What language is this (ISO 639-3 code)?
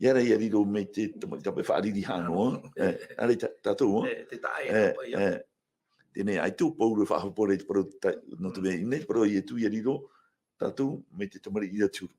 tah